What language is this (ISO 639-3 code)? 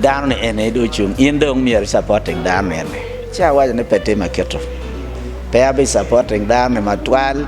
ach